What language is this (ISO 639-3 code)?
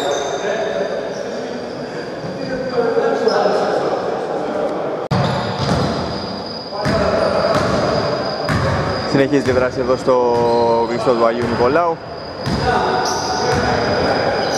ell